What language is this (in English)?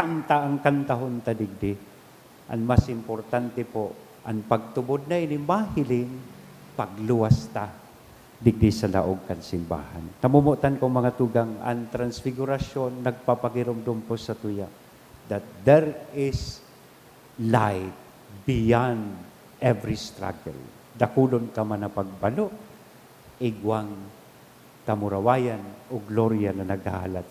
Bikol